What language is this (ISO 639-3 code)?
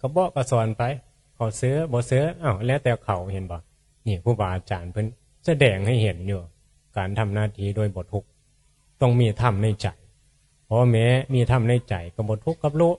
tts